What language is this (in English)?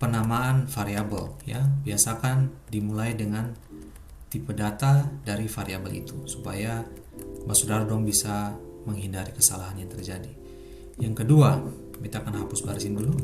Ambonese Malay